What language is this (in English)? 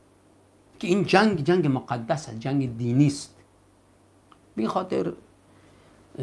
Persian